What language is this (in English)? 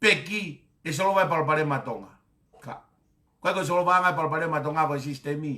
Tongan